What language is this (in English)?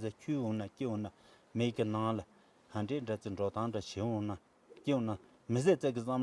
Tibetan